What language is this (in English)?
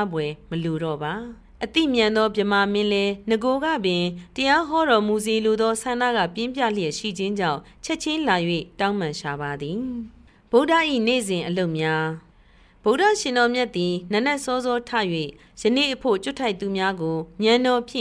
Burmese